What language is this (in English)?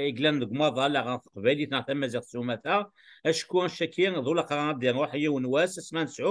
Kabyle